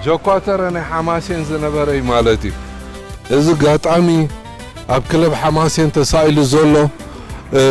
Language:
Tigrinya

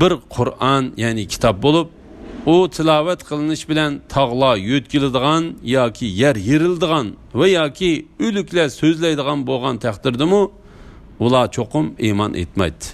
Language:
Uyghur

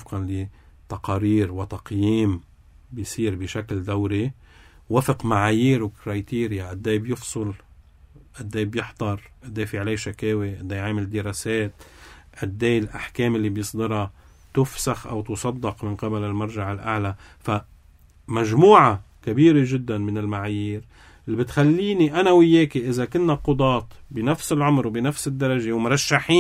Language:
North Levantine Arabic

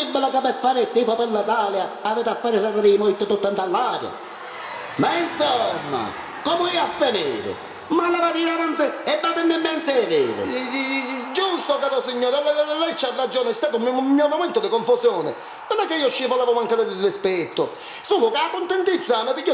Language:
Neapolitan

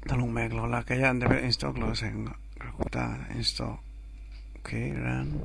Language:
Kachin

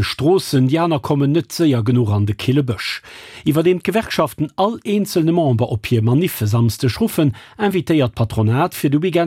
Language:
Luxembourgish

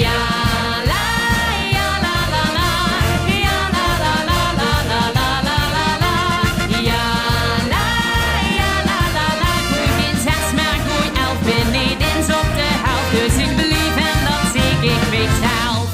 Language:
Limburgish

